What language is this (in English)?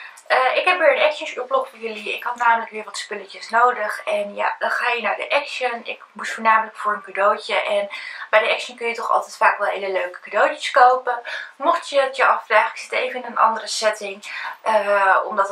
Dutch